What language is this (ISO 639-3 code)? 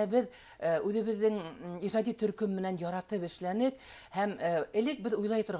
bak